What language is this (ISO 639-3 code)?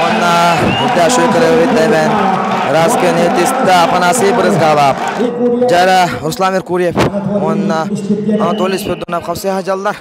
sah